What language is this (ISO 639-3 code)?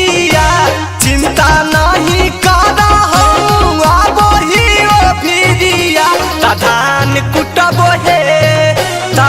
mag